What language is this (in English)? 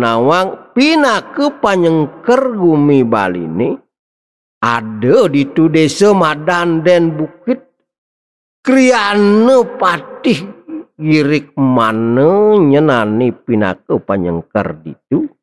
Balinese